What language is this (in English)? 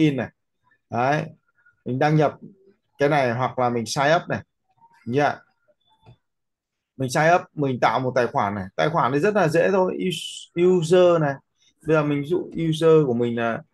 Vietnamese